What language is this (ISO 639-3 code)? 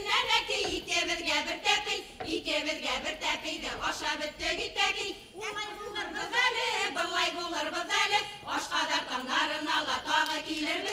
bak